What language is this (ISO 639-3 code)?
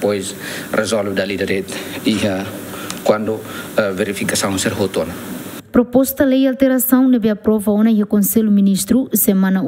tet